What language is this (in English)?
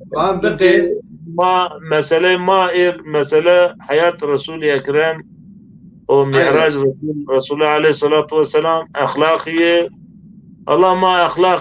Zaza